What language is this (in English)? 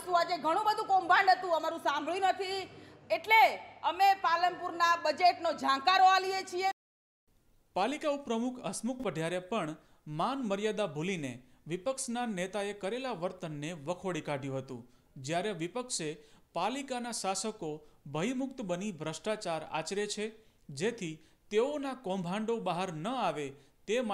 Gujarati